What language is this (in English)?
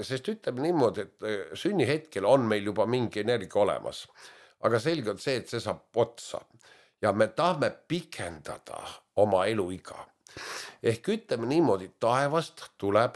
Estonian